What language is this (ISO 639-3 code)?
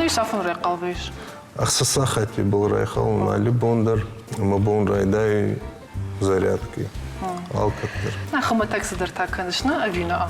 oss